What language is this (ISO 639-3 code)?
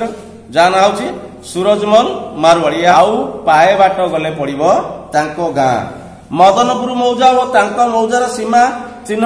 ori